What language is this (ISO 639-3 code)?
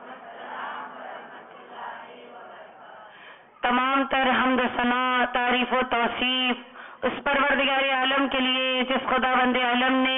urd